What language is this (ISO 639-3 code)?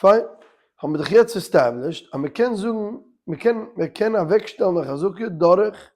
yid